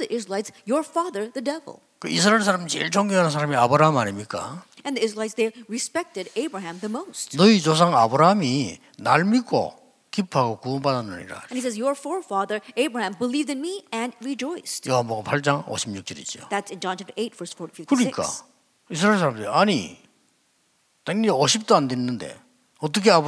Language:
Korean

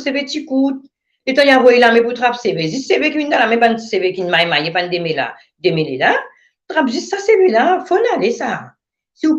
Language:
Morisyen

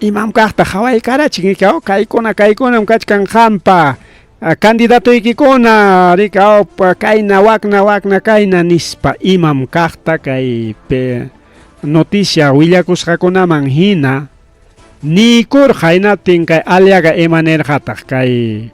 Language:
Ayacucho Quechua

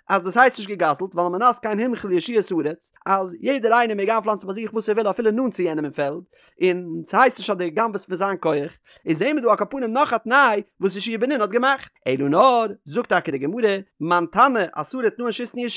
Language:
Yiddish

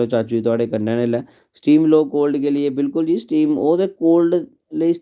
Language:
Dogri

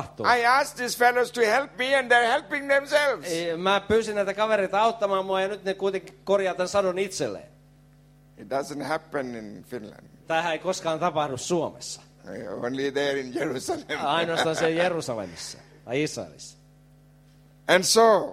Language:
Finnish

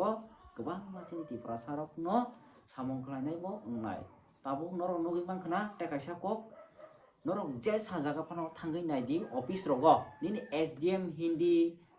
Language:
Kok Borok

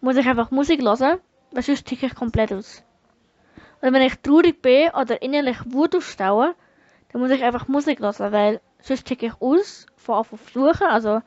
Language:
Swiss German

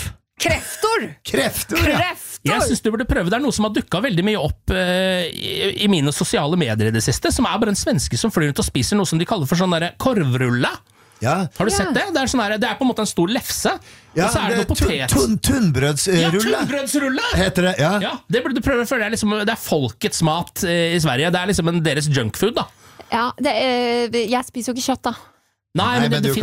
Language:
Norwegian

